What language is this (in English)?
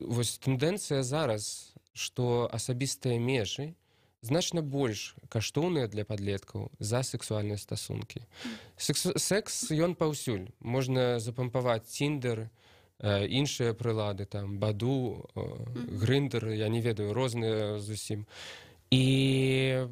Belarusian